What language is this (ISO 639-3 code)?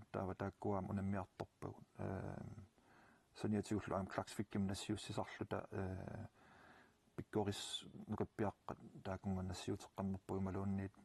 kal